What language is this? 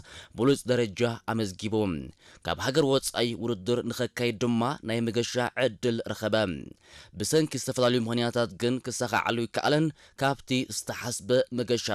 Tigrinya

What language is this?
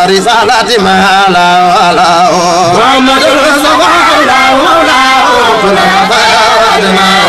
Fula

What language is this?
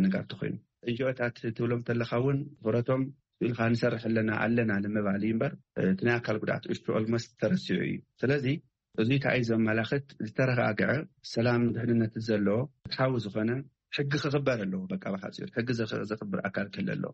Tigrinya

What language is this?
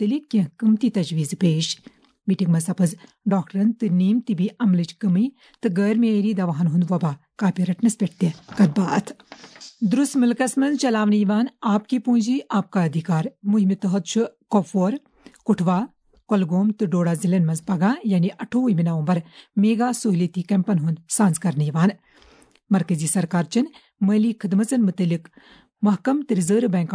Kashmiri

